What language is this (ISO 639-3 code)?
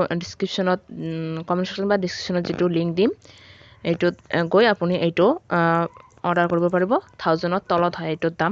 asm